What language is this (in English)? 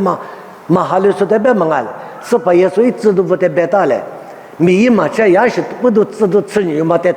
Lisu